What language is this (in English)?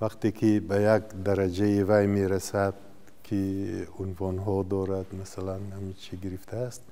Tajik